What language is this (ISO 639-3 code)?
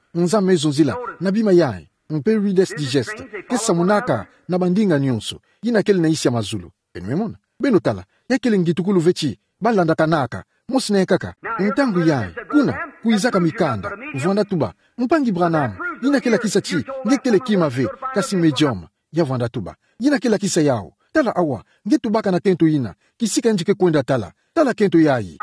ktu